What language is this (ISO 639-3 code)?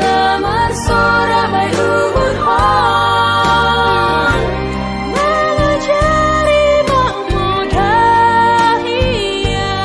bts